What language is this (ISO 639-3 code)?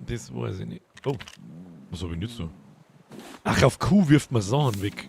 bar